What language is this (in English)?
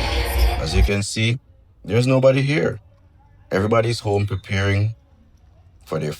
Jamaican Creole English